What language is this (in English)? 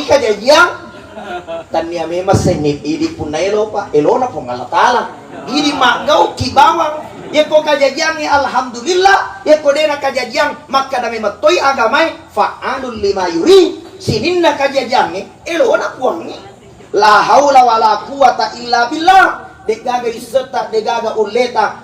Buginese